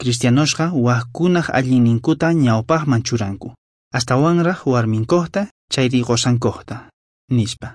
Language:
South Bolivian Quechua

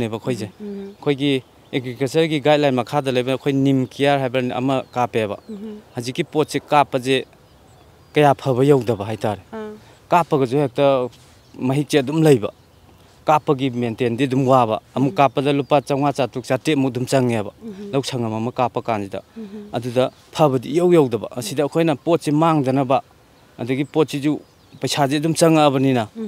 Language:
Manipuri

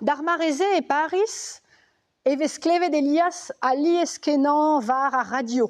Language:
Breton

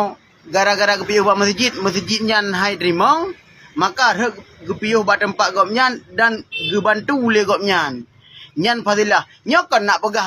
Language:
Achinese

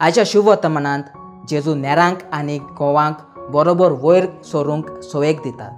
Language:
Konkani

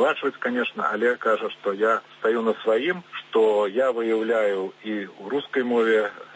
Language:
Belarusian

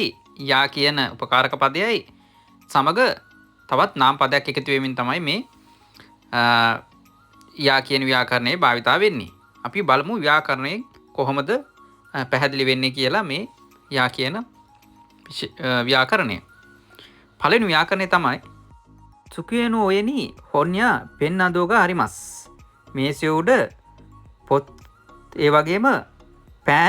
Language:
Sinhala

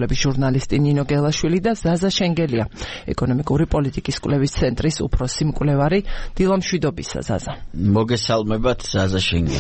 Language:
Georgian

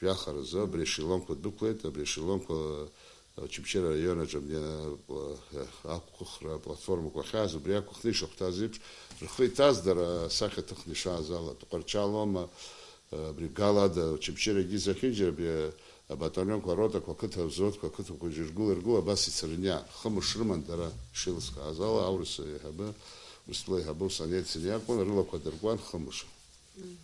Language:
Abkhazian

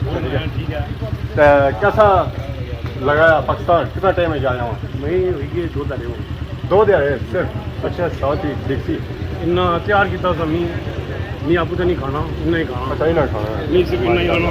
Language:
Pahari-Potwari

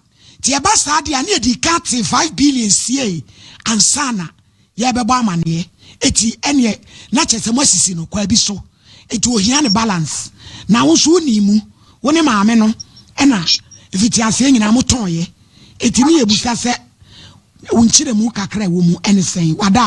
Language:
Akan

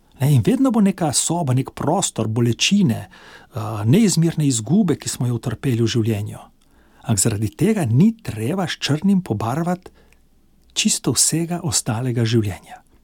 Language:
Slovenian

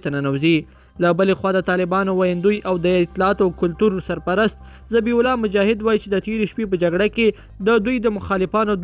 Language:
Pashto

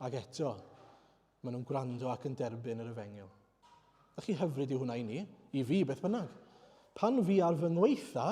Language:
Welsh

